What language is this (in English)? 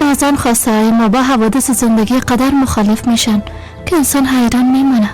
Persian